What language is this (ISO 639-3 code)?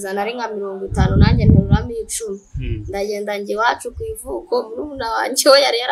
kin